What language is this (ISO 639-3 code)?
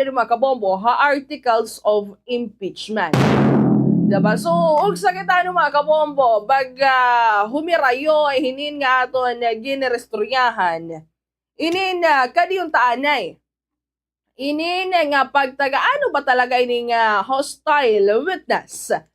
war